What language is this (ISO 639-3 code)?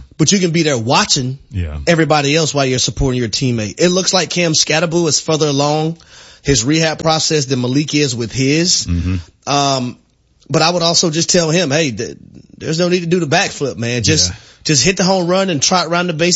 eng